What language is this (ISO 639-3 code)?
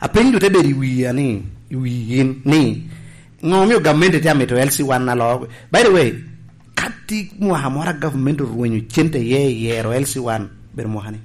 laj